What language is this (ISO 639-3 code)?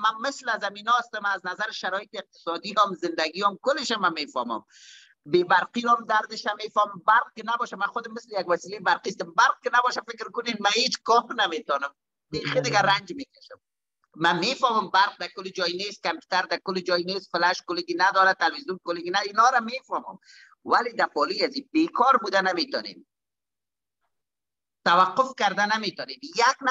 fas